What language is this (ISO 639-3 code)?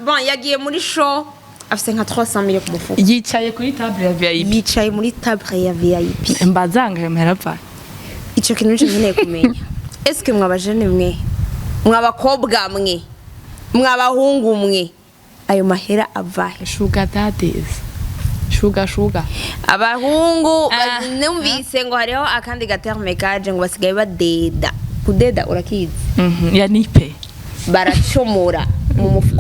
run